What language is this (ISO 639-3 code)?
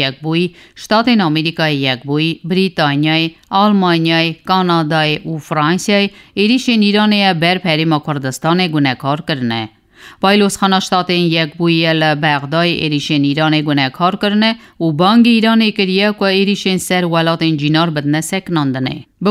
kur